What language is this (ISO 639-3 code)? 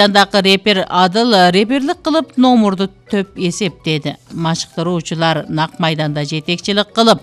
kir